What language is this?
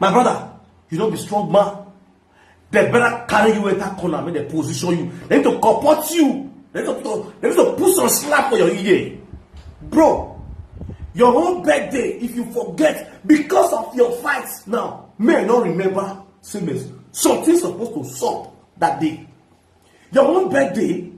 Nigerian Pidgin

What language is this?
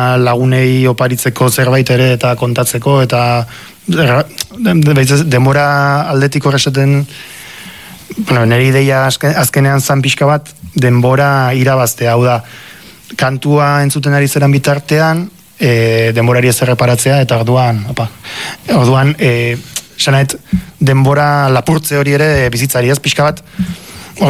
Basque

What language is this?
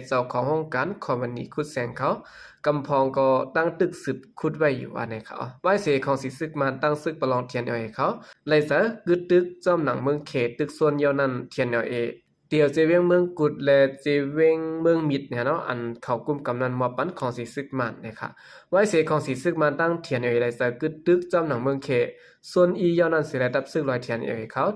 Shan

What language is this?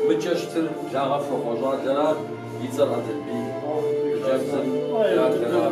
Kabardian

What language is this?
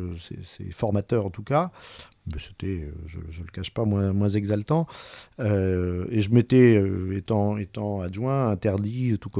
French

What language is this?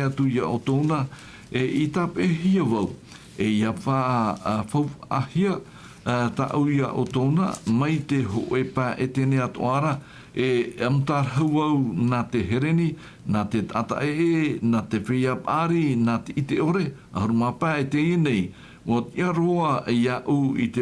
Tahitian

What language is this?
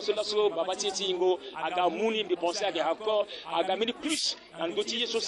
Sango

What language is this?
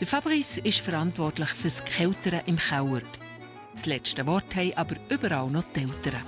Swiss German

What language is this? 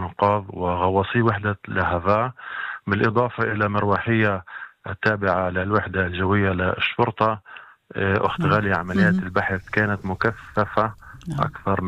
North Levantine Arabic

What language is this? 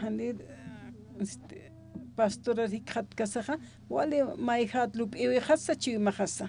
Aymara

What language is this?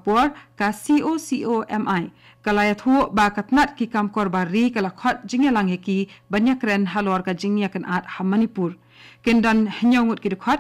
Khasi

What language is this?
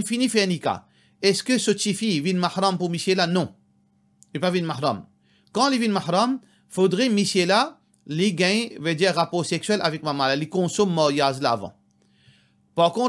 Morisyen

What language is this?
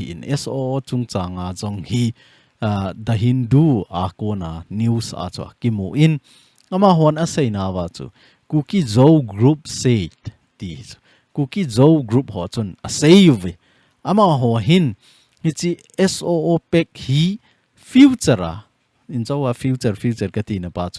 Thado Chin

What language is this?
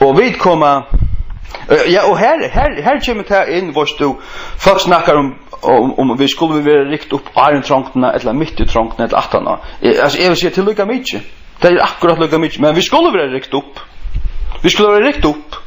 Faroese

